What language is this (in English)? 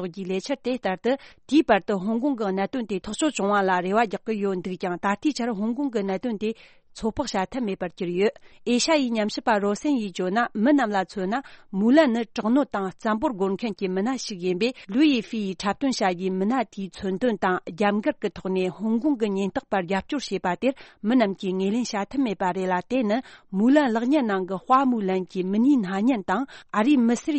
Tibetan